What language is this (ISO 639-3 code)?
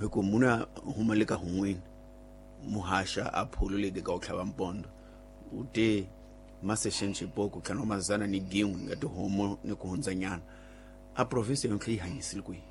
tso